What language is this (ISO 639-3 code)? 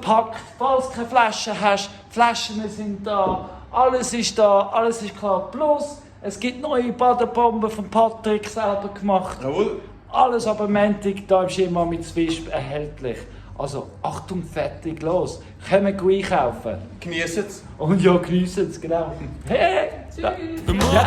gsw